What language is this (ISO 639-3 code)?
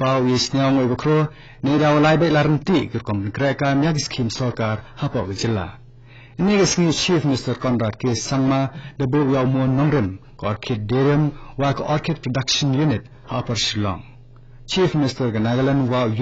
kha